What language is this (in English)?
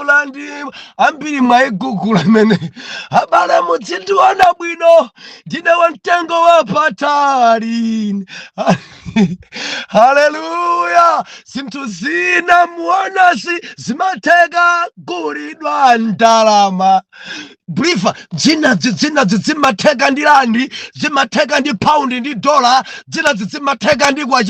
Nyanja